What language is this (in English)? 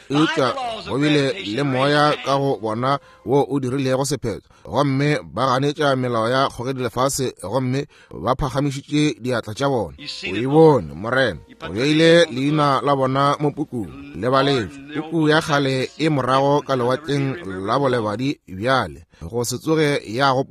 Northern Sotho